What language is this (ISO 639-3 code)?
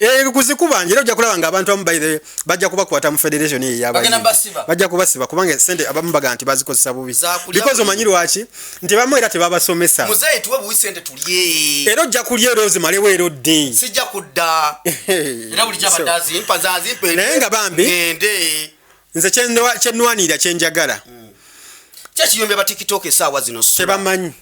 lug